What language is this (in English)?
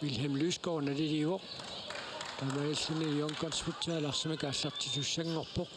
Kalaallisut